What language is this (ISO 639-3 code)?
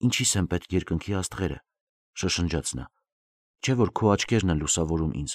hye